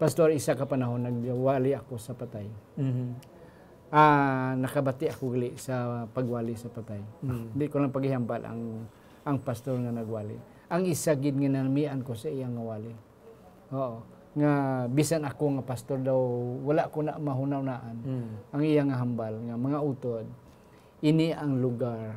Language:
Hiligaynon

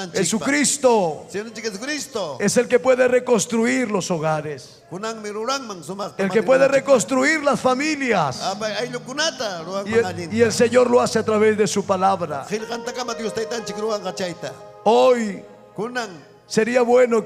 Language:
Ayacucho Quechua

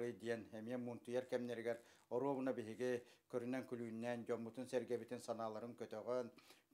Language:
Yakut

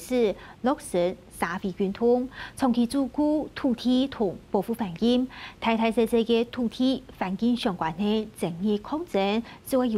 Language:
Hakka Chinese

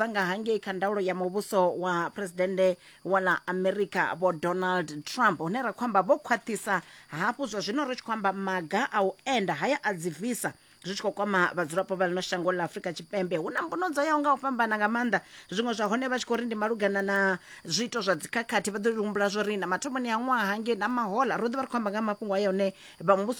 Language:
Venda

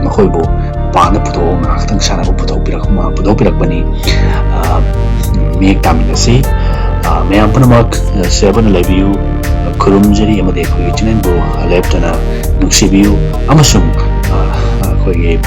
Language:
Manipuri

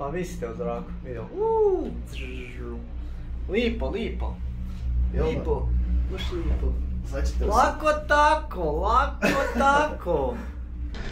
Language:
Croatian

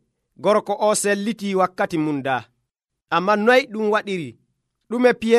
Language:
Nigerian Fulfulde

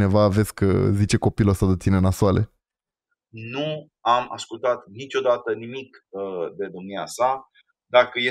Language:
Romanian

